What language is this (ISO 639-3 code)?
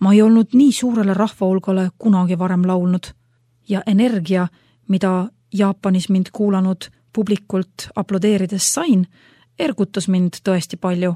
est